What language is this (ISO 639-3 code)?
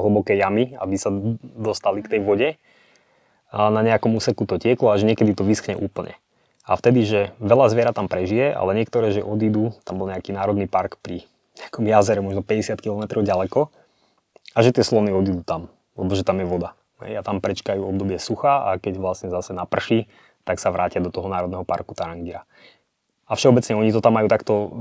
slk